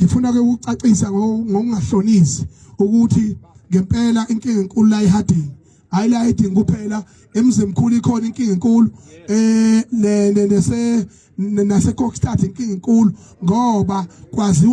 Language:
Zulu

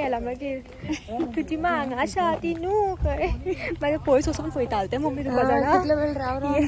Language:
Konkani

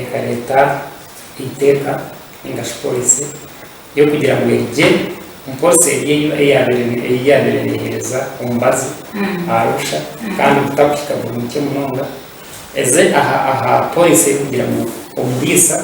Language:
Nyankole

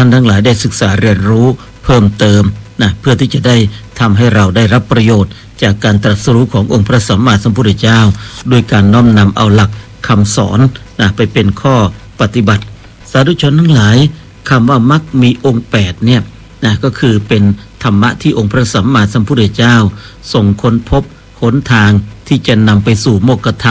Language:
Thai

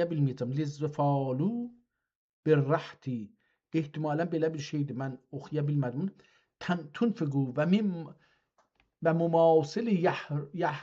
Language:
South Azerbaijani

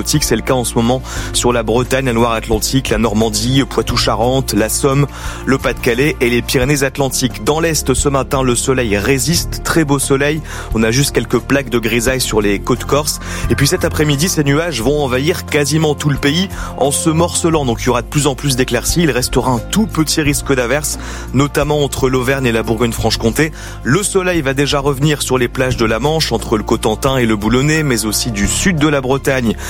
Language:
French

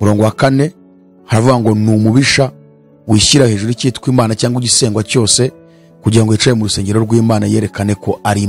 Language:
Kinyarwanda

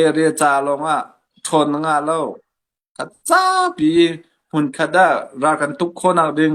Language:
Hakha Chin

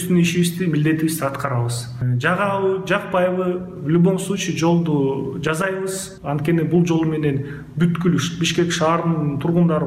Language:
Kyrgyz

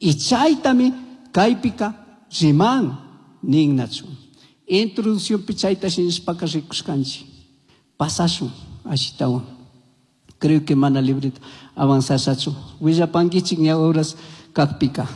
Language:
Chimborazo Highland Quichua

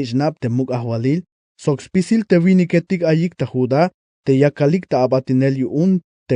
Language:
Tzeltal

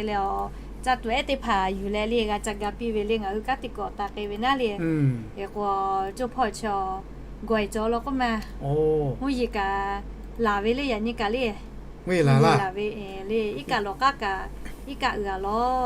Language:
Lahu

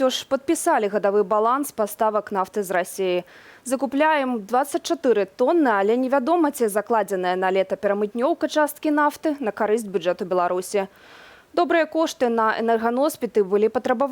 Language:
Belarusian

